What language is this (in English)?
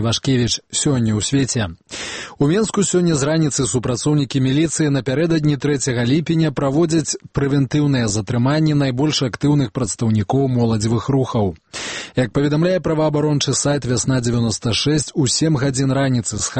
Belarusian